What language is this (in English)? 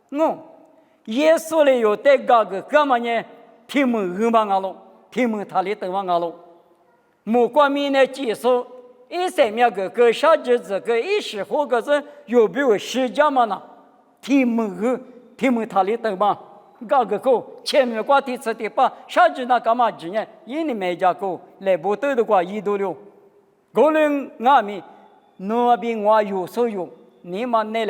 Lisu